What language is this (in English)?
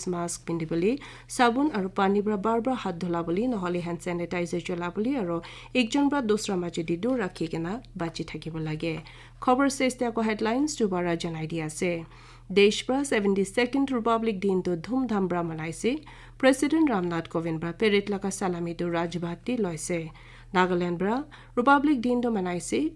Naga Pidgin